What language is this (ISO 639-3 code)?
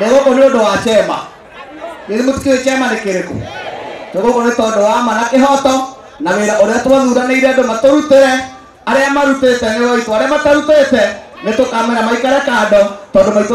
kik